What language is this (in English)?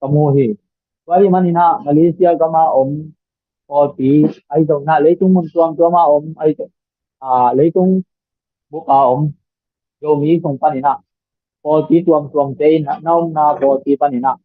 Tedim Chin